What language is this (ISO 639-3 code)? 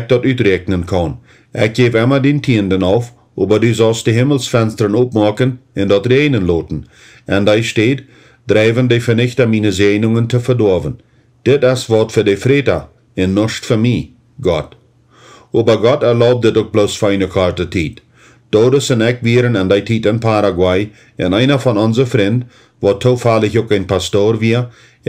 pdt